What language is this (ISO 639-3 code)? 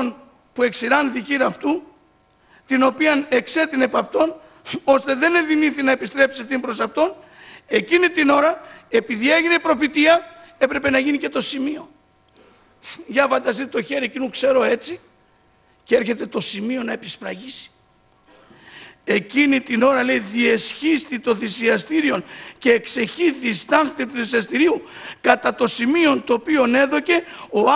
ell